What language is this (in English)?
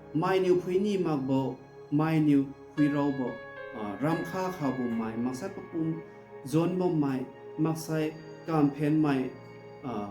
Liangmai Naga